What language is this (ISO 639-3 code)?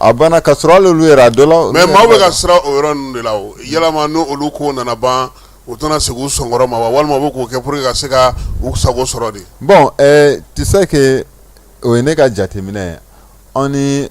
bam